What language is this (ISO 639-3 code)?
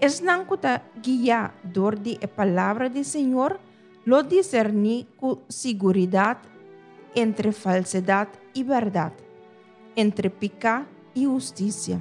pap